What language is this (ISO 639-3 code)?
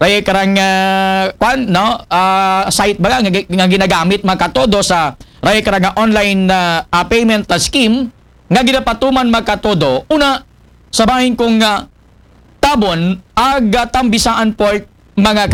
akl